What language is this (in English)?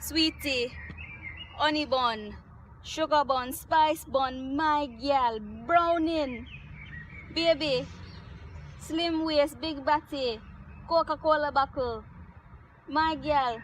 Jamaican Creole English